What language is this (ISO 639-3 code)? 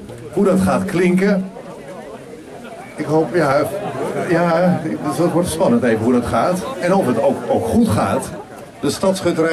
nld